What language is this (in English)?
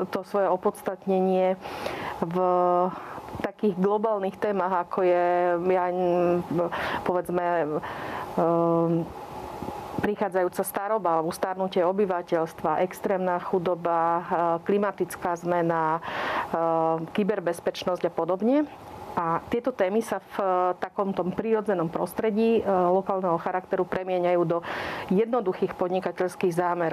Slovak